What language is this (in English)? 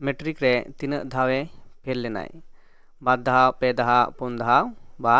Santali